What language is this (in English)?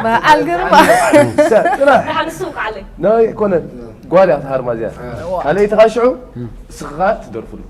Tigrinya